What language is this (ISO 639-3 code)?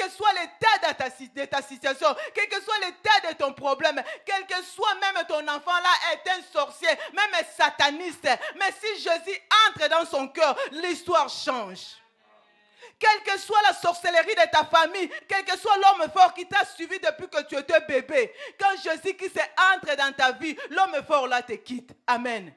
fra